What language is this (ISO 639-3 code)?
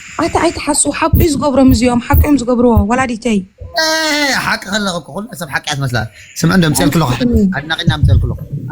tir